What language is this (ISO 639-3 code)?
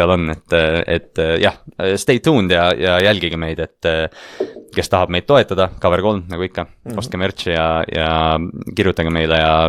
est